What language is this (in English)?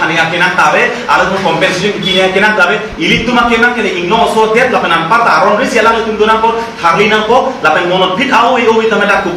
Karbi